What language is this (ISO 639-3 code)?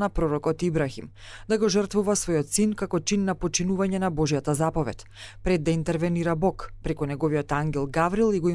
mkd